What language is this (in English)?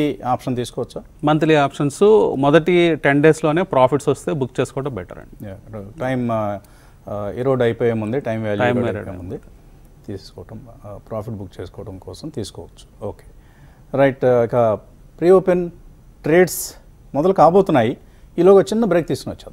Telugu